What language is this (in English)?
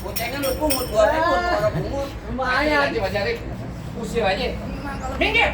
Betawi